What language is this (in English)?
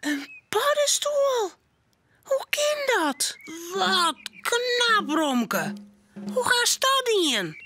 Western Frisian